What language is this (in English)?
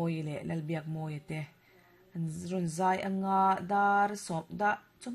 Mizo